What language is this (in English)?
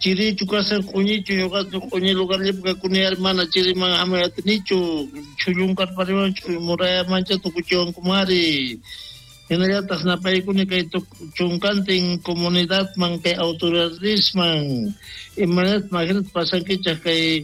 South Bolivian Quechua